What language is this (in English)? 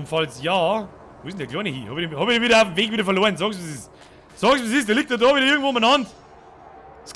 Bavarian